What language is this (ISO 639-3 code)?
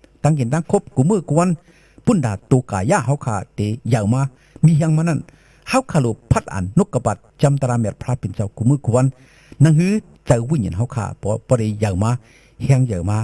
shn